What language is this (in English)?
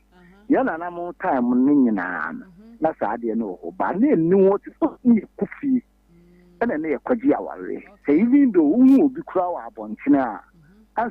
Akan